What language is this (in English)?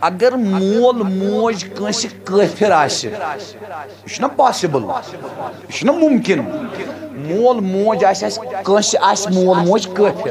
Kashmiri